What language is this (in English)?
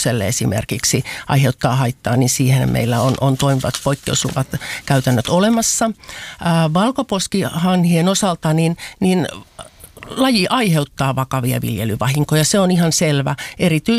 Finnish